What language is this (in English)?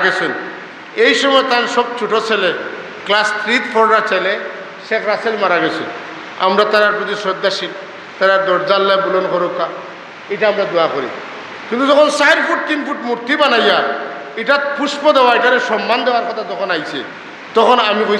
Sylheti